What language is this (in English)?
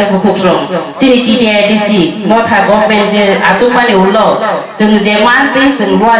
Kok Borok